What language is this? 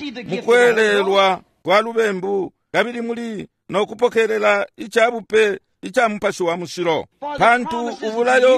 Bemba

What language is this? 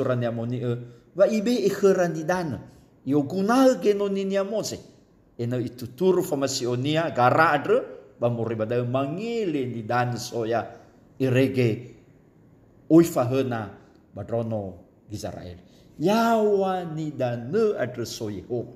Nias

